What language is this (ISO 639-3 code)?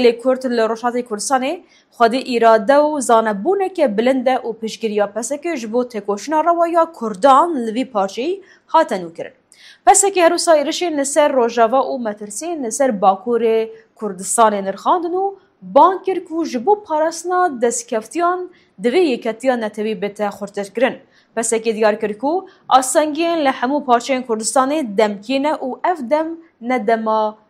kur